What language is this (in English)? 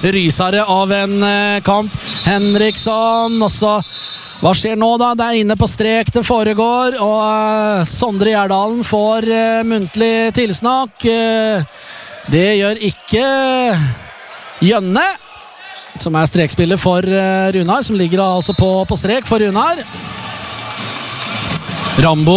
Norwegian